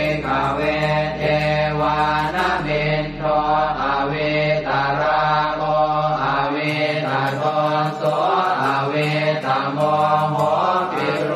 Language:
Pali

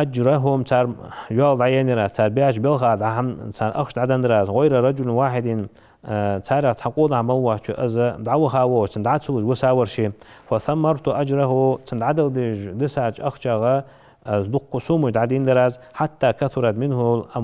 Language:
Ingush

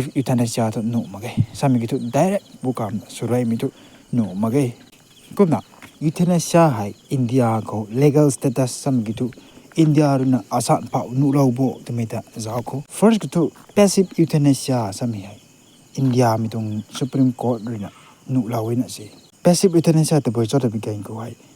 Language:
Rongmei Naga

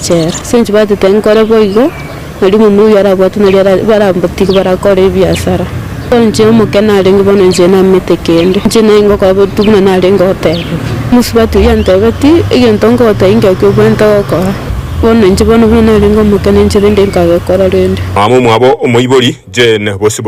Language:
Gusii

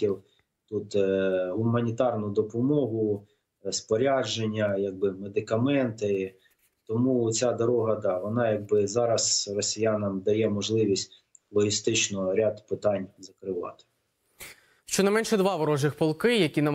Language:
Ukrainian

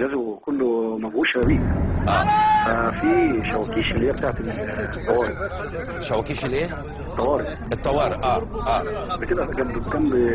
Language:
Egyptian Arabic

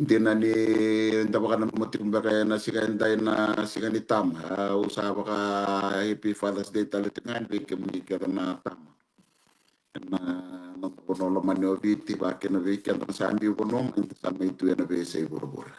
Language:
Fijian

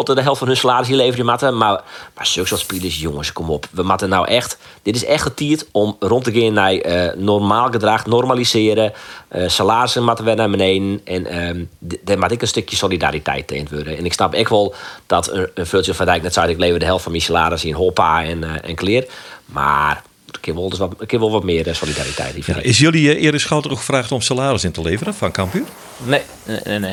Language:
Western Frisian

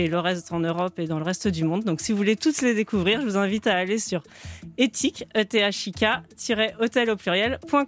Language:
French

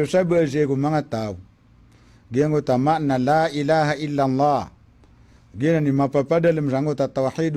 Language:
Maranao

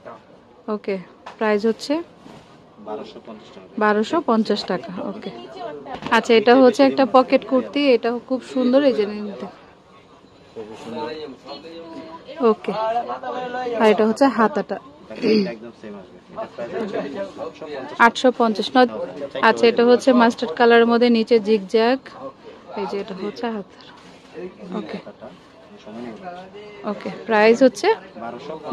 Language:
Bangla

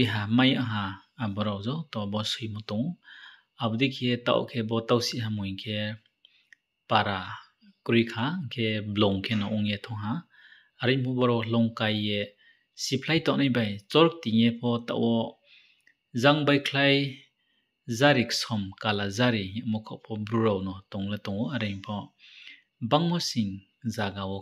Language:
Riang (India)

